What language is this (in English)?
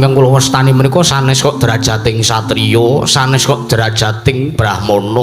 Javanese